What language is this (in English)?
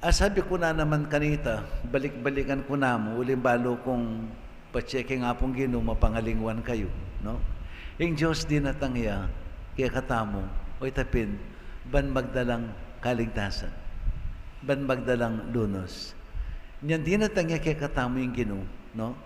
Pampanga